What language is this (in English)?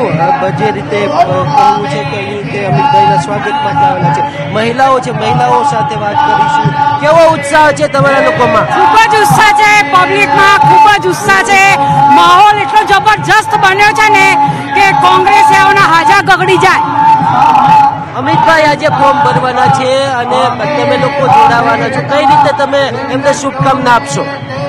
Gujarati